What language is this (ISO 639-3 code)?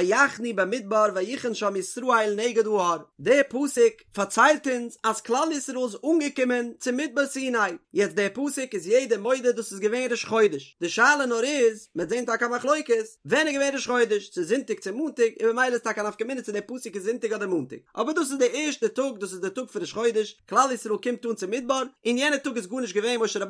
yid